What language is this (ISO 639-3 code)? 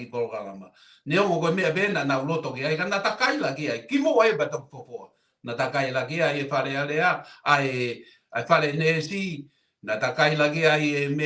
ton